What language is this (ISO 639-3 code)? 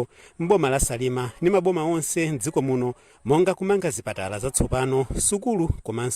nya